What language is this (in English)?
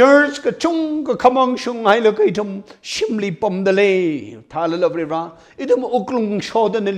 Tangkhul Naga (India)